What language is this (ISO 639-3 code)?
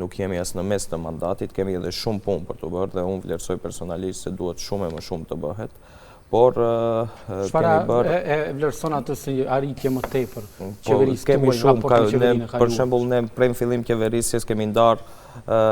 sqi